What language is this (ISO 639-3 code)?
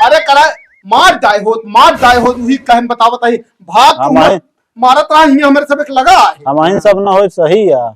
awa